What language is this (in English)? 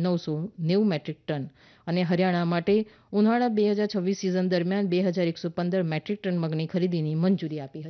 Gujarati